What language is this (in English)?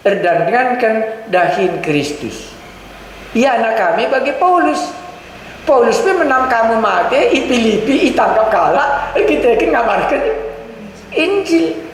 Batak Karo